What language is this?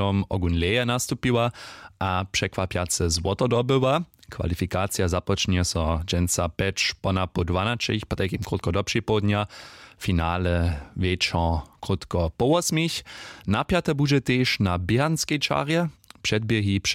Upper Sorbian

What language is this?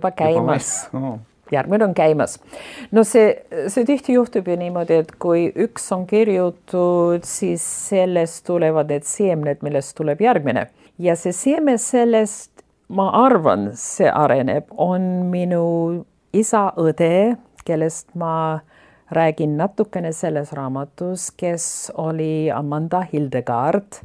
Estonian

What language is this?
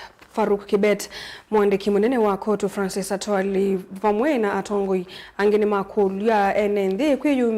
Kamba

